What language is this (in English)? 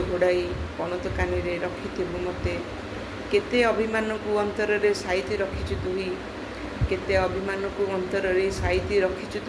Odia